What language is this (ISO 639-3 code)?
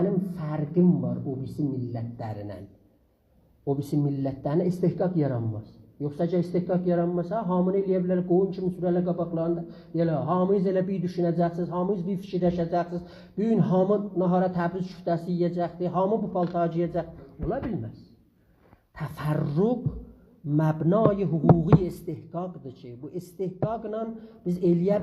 azb